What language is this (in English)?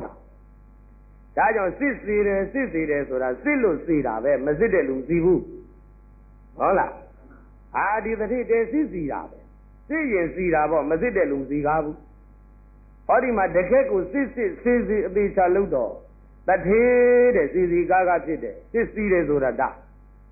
Burmese